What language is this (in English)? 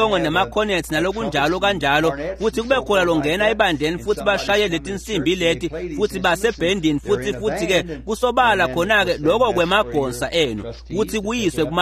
Swati